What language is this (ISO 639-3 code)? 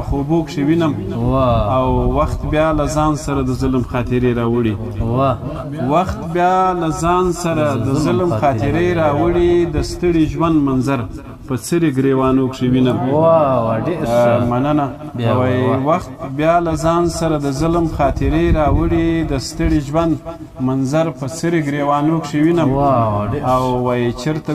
pus